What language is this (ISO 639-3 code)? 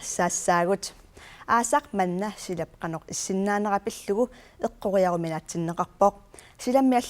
kal